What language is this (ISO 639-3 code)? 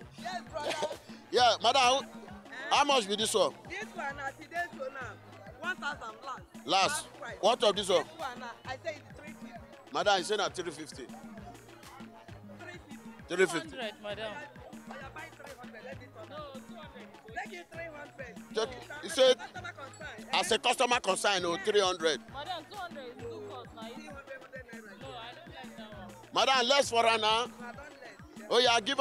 pcm